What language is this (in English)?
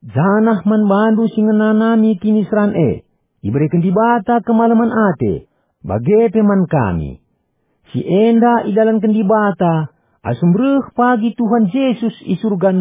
Batak Karo